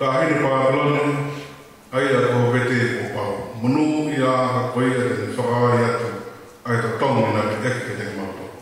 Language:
Tongan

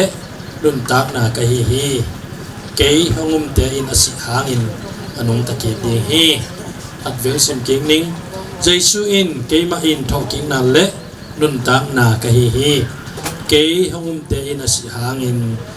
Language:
Tedim Chin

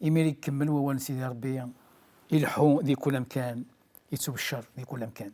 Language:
Kabyle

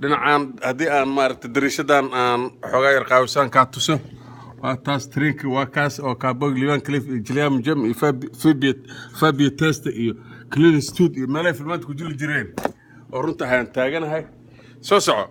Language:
Somali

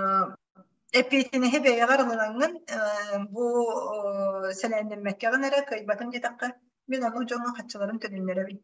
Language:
Yakut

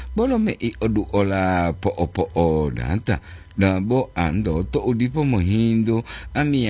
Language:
Gorontalo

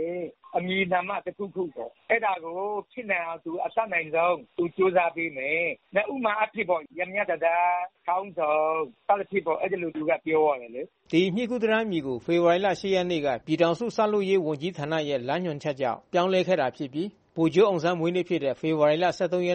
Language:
Burmese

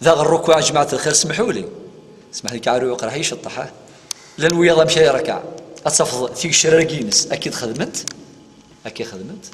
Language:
Kabyle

